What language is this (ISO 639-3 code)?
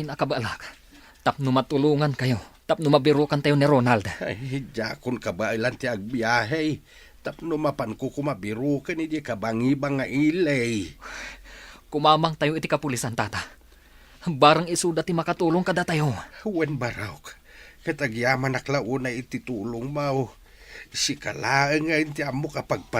ilo